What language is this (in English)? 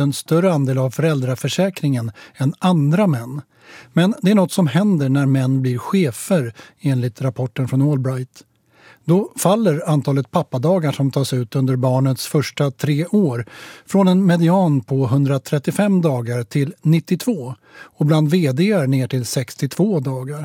Swedish